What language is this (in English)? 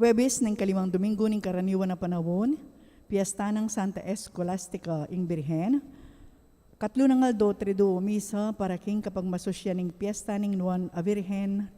Pampanga